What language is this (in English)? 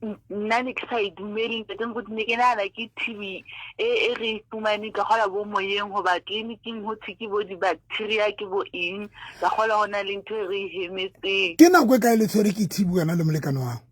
Southern Sotho